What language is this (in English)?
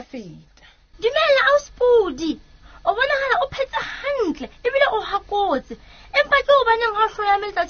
Southern Sotho